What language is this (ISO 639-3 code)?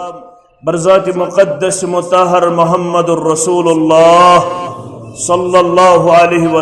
kas